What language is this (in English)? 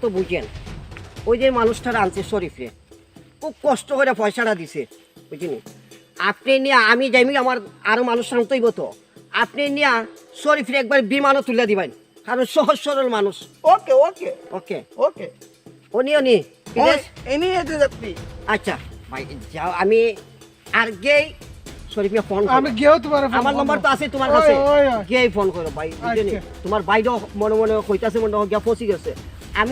Sylheti